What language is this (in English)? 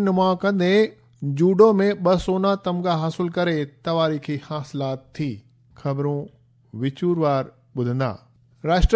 Sindhi